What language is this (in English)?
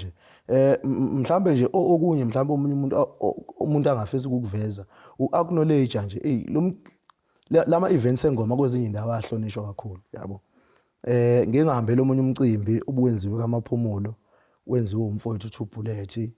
Zulu